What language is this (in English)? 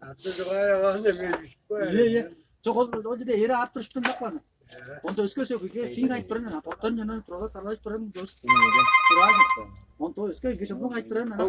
Tuvinian